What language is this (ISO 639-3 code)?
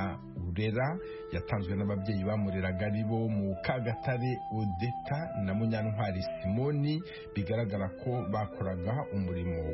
kin